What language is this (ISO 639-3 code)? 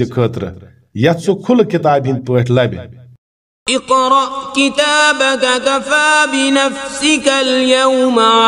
kas